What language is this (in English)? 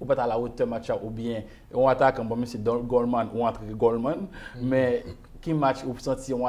Haitian Creole